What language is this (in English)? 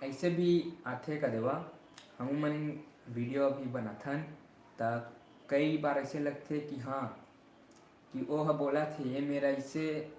Chhattisgarhi